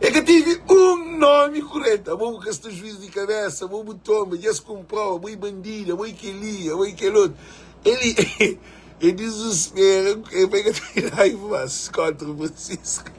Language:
Kabuverdianu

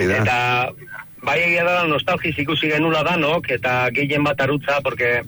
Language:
Basque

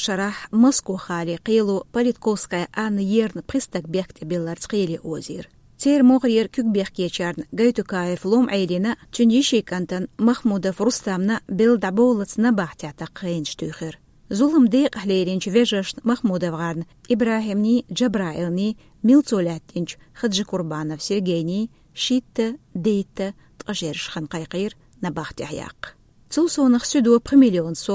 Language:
Chechen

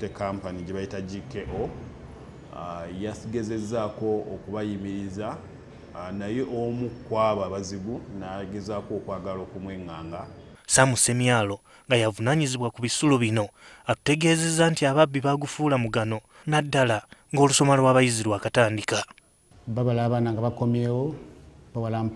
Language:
Ganda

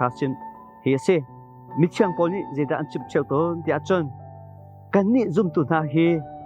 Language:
Hakha Chin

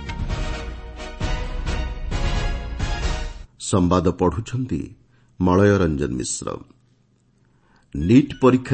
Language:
Odia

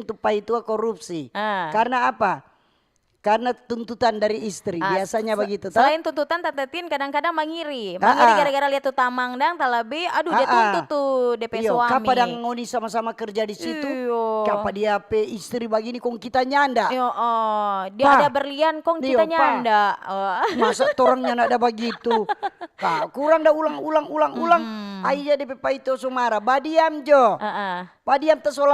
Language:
Manado Malay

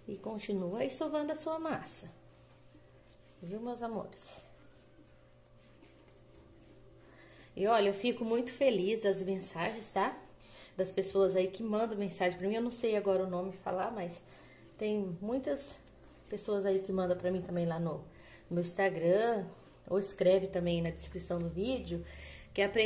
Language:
Portuguese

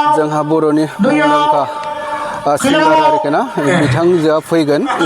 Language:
Bodo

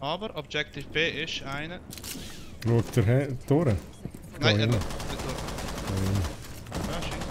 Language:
Swiss German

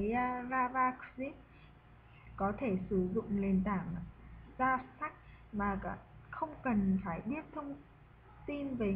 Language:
Vietnamese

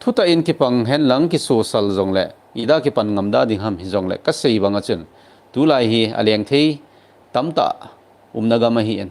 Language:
Thado Chin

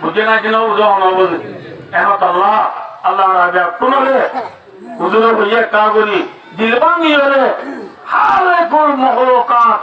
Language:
Rohingya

